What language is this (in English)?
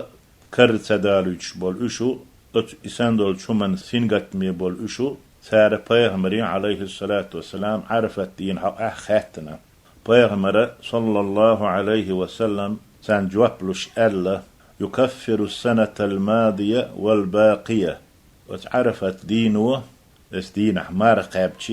Chechen